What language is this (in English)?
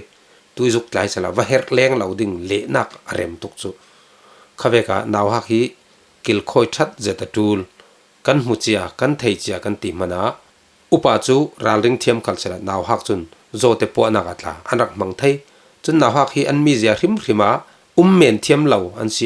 Falam Chin